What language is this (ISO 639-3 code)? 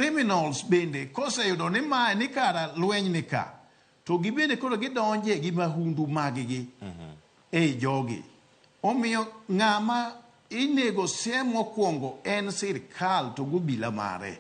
luo